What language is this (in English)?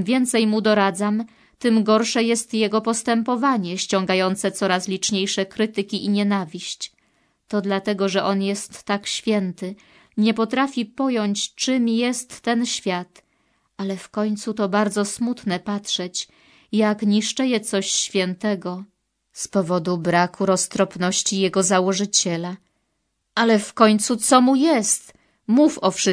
Polish